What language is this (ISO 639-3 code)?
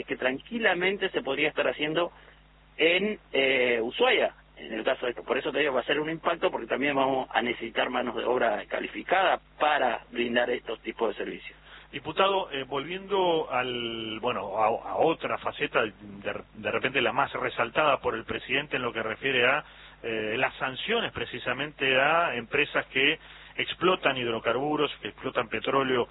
spa